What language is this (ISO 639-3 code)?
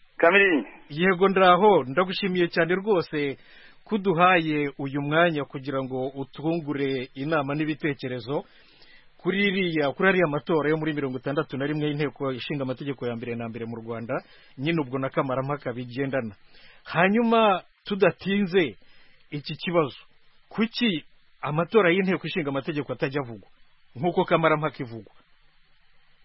kin